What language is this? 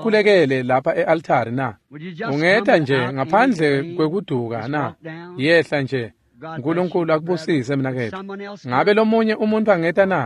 Swati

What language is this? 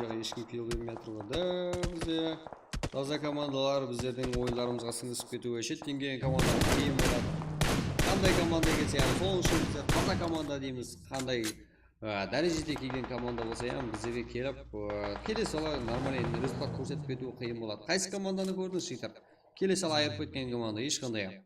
Kara-Kalpak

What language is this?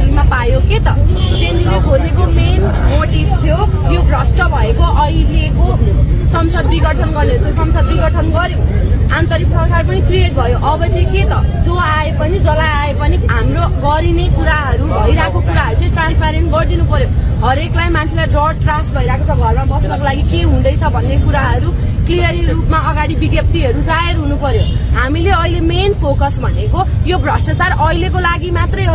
Nepali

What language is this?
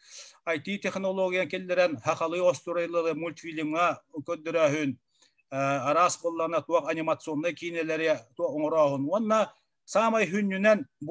Yakut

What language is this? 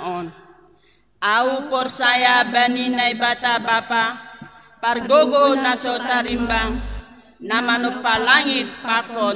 Batak Simalungun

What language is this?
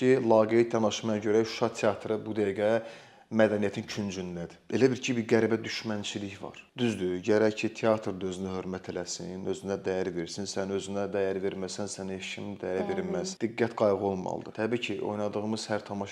Azerbaijani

